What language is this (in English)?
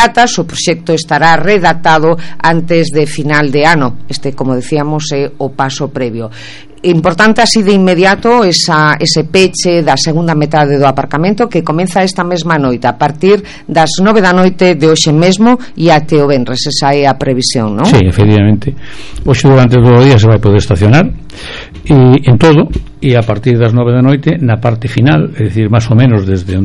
Galician